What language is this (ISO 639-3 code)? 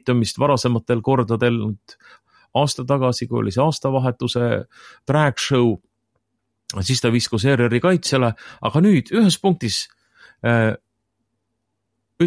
est